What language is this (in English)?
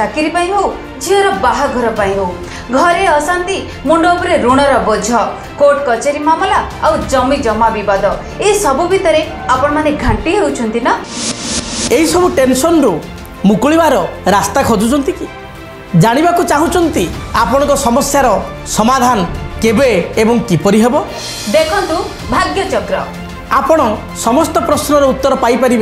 Odia